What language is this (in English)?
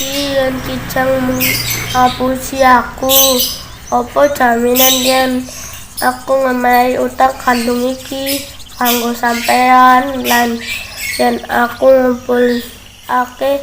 Javanese